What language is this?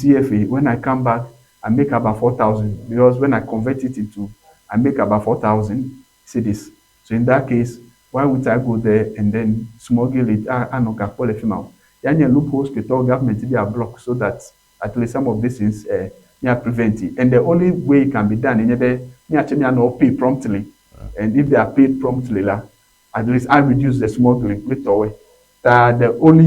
Ewe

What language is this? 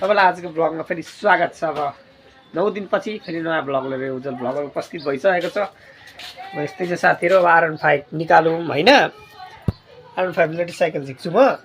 Nepali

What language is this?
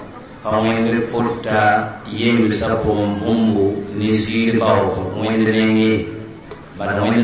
Mossi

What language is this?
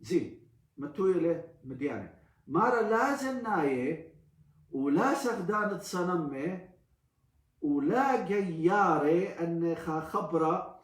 Assyrian Neo-Aramaic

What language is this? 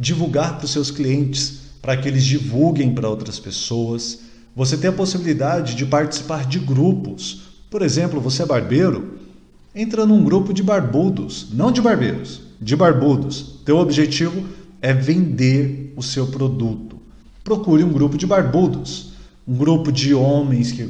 Portuguese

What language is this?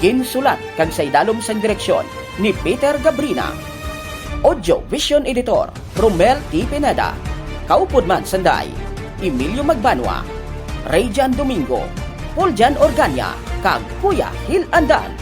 Hiligaynon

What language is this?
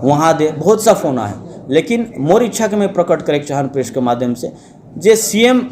Sadri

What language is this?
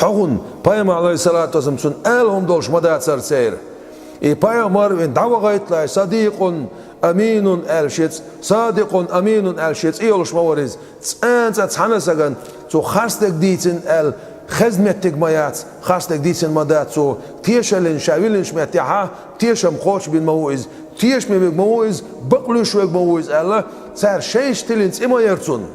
Chechen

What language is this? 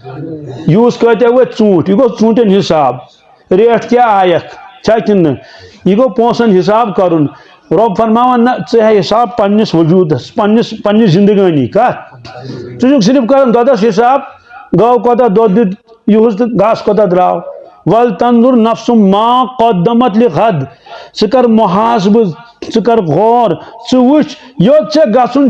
Kashmiri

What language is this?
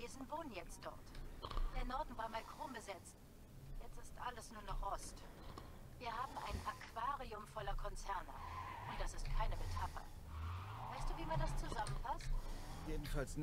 German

